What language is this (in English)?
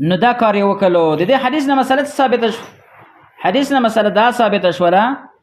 Pashto